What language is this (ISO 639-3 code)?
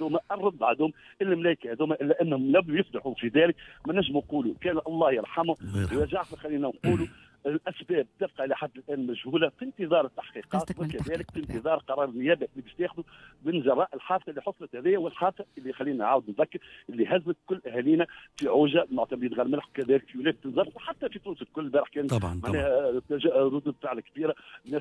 aeb